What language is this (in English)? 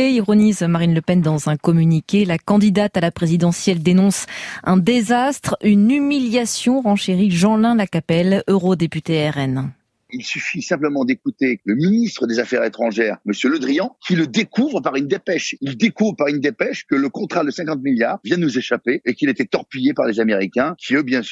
French